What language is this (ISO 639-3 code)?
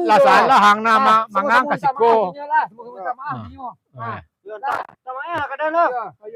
min